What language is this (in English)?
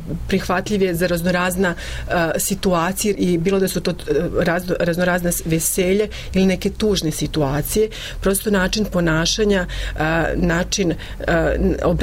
Serbian